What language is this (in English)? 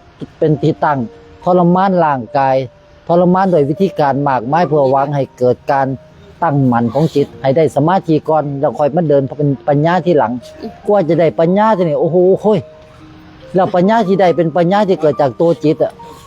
Lao